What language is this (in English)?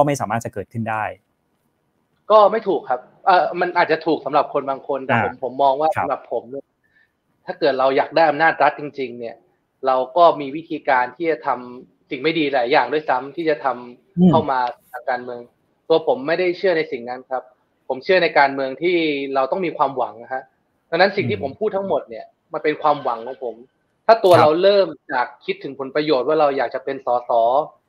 Thai